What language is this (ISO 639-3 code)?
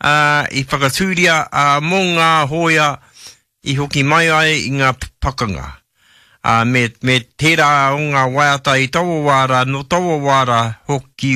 mri